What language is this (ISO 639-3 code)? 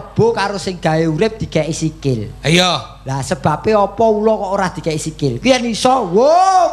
jav